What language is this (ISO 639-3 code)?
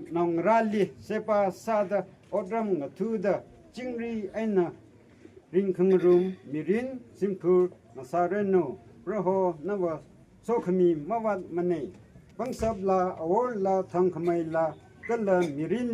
nmf